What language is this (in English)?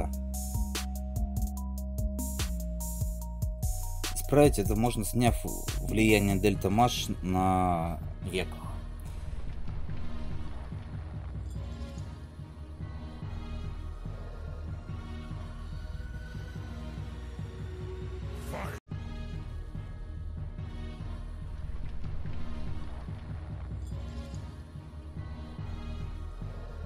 Russian